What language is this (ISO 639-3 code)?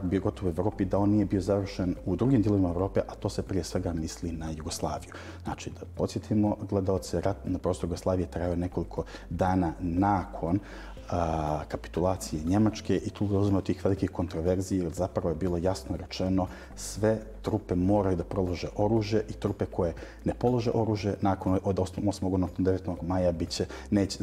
bos